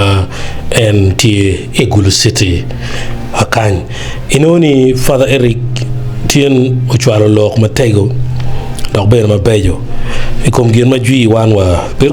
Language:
Acoli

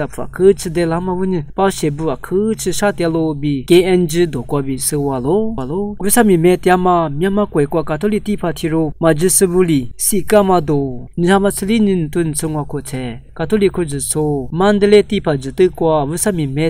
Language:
Lisu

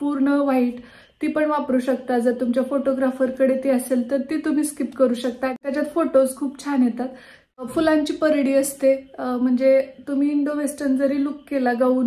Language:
Marathi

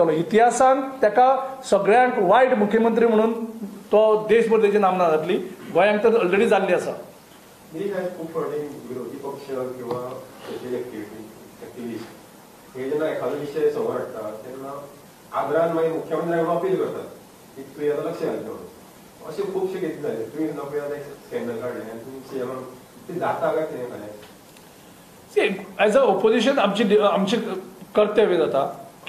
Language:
Konkani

